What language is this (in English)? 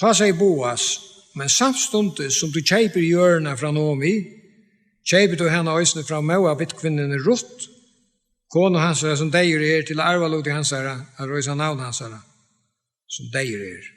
Faroese